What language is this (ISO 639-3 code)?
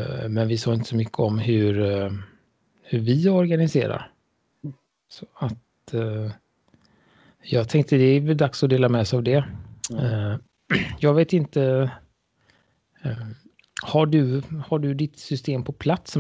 swe